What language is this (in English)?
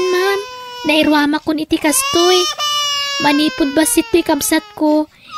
Iloko